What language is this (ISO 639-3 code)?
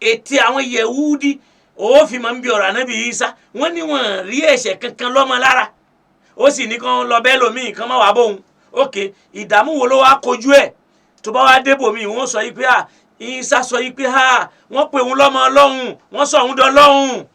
yor